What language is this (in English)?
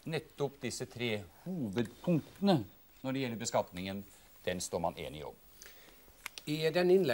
Norwegian